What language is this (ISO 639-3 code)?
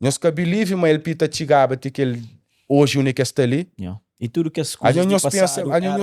kea